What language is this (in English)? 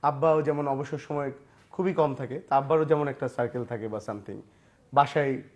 Bangla